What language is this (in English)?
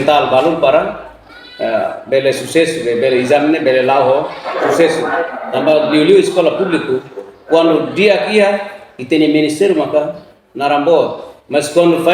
Tetum